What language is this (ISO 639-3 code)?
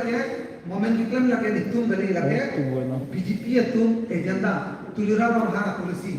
mjw